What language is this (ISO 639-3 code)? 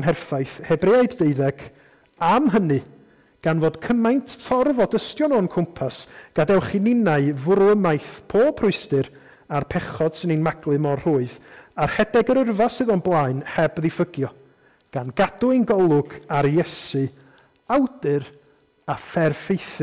cym